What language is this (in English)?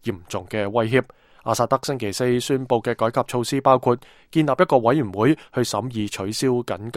Cantonese